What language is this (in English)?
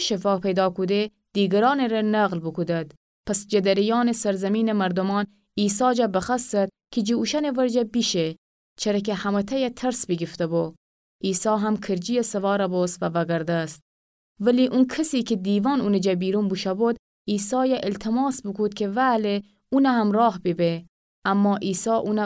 Gilaki